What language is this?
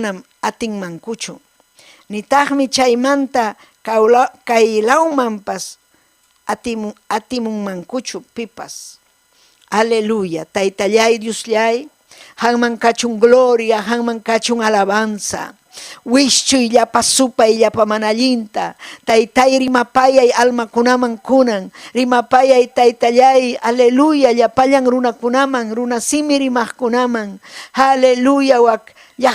Ayacucho Quechua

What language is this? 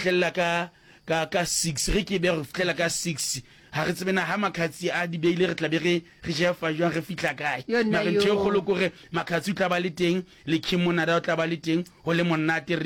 Northern Sotho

